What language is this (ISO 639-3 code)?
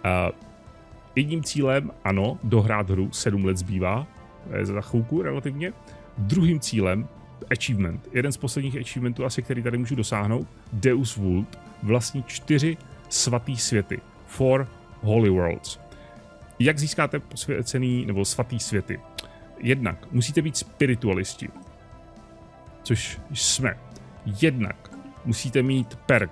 ces